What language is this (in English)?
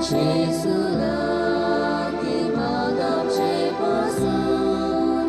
Konkani